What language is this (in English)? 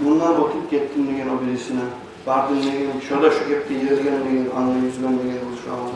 Kumyk